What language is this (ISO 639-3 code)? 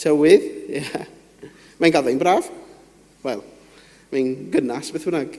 cym